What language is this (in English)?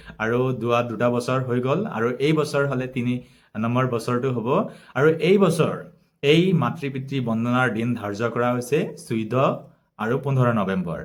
Assamese